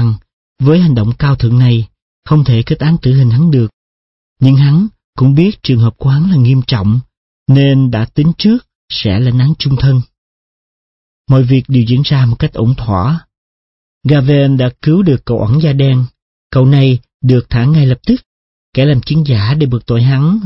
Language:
Vietnamese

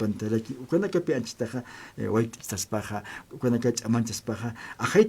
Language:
Aymara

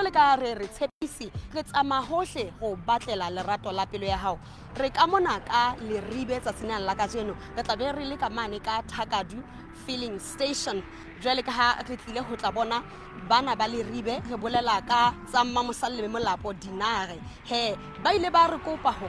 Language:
Southern Sotho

